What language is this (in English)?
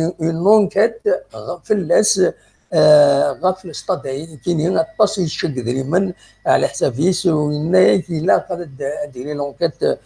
Kabyle